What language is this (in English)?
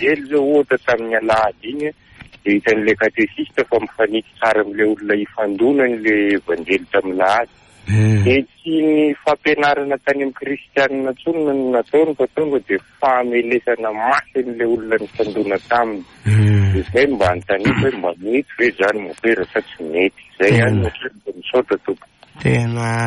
Malagasy